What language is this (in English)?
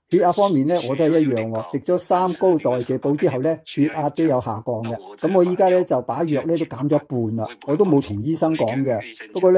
Cantonese